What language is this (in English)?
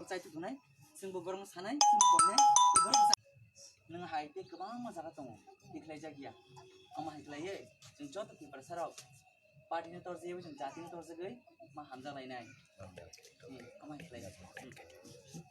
Kok Borok